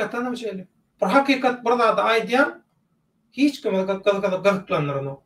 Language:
Turkmen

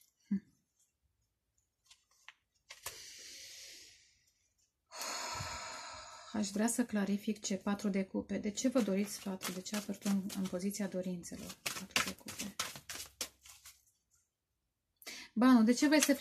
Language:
Romanian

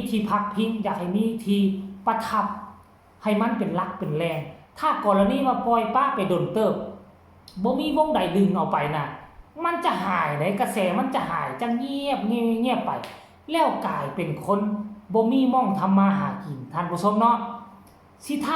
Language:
Northeastern Thai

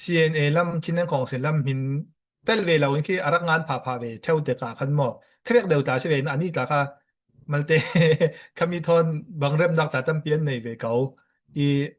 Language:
Falam Chin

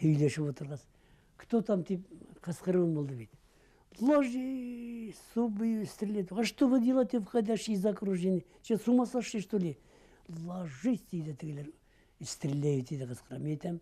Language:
Bashkir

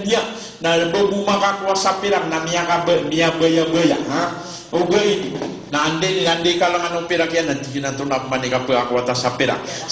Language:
Maranao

